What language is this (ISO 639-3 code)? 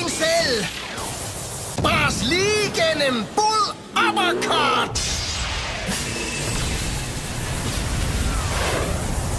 dan